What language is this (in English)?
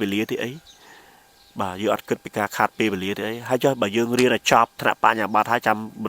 Khmer